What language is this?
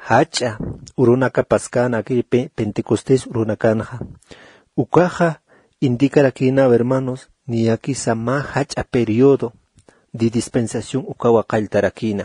Aymara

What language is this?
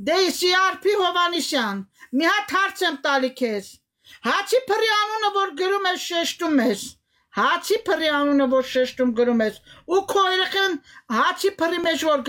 Armenian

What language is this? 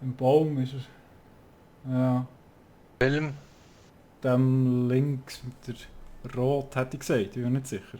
Swiss German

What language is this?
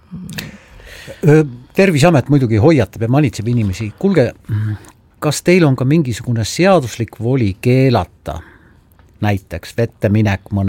Estonian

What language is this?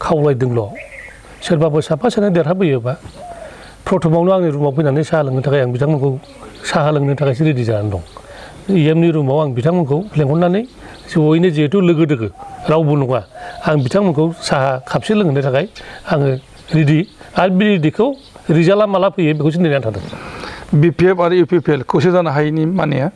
Bodo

